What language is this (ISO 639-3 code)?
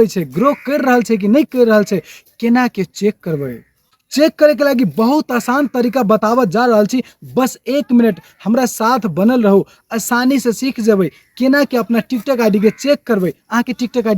mai